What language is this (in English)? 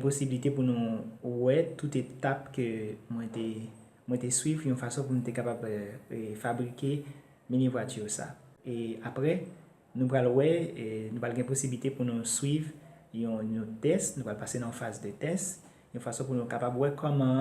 Haitian Creole